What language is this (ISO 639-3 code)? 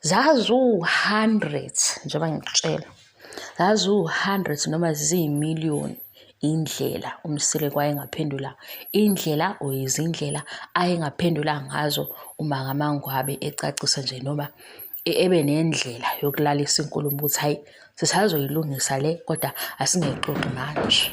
zul